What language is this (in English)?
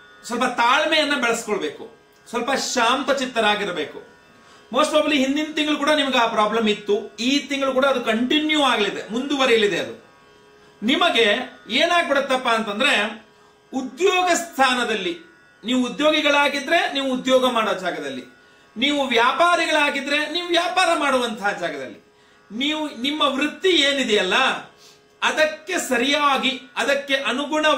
Kannada